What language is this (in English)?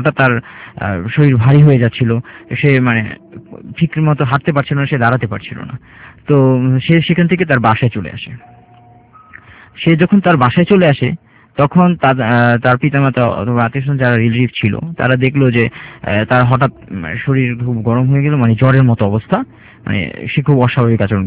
Bangla